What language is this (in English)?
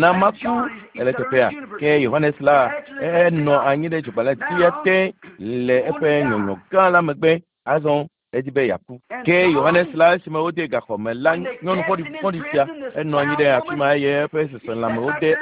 Ewe